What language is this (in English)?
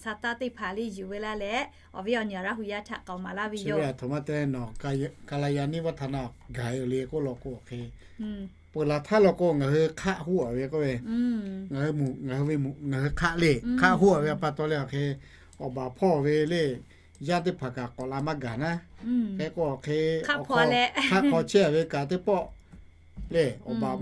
Lahu